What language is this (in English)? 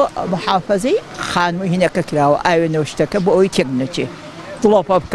Central Kurdish